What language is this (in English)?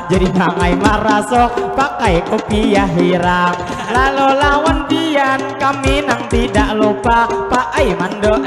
Banjar